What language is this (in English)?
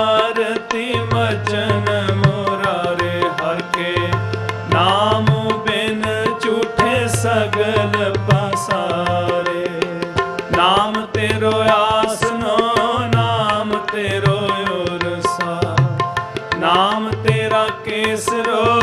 Punjabi